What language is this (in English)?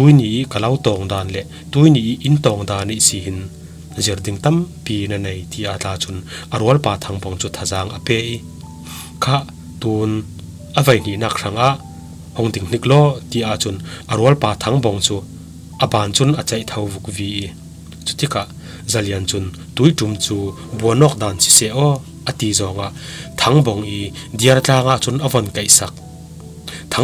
Falam Chin